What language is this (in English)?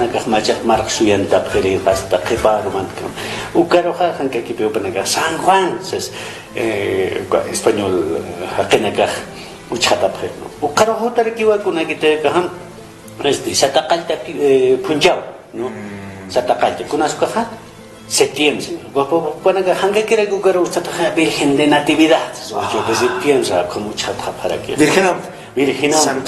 Aymara